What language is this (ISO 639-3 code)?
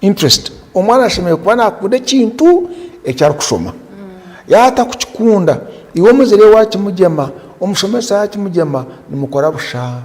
nyn